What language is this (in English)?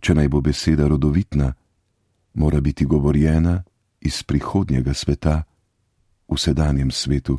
Slovenian